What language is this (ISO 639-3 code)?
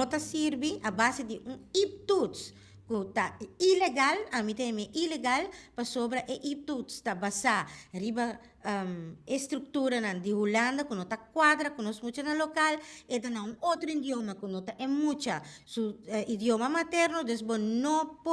pap